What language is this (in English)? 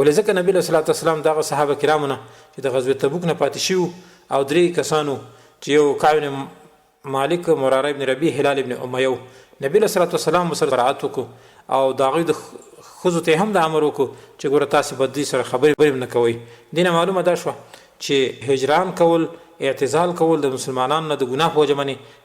Pashto